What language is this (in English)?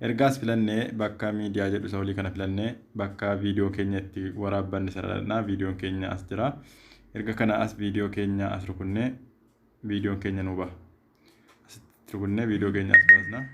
Oromo